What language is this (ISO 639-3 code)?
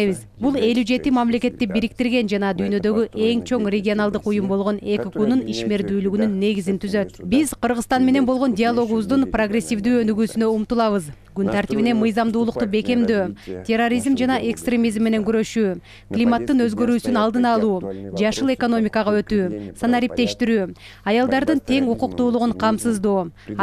kir